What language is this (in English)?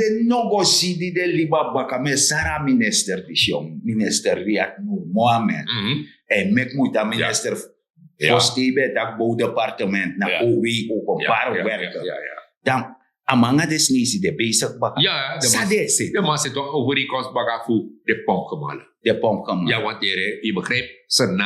Sranan Tongo